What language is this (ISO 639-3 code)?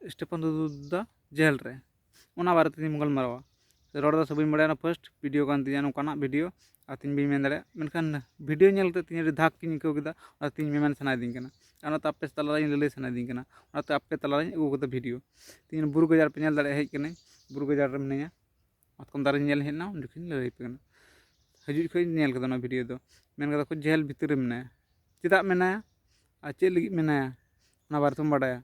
sat